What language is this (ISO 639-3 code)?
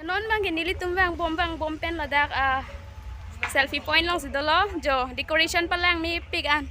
mjw